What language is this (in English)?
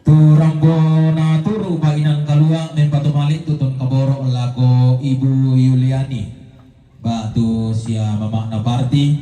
Toraja-Sa'dan